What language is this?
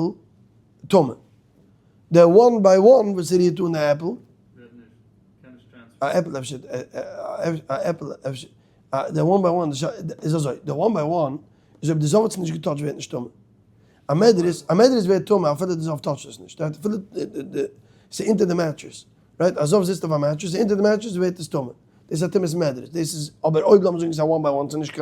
Yiddish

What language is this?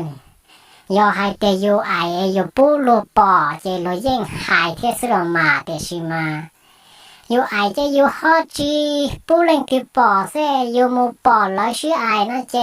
Hmong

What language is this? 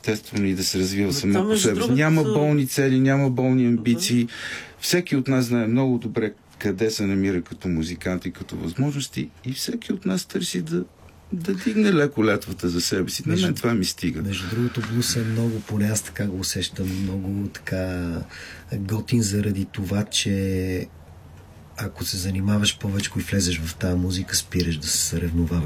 Bulgarian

